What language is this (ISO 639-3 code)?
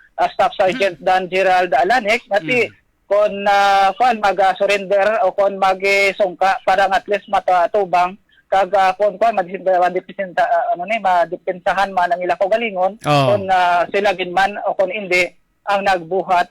hil